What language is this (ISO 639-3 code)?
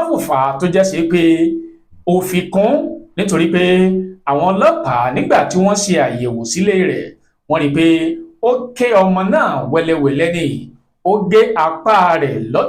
yor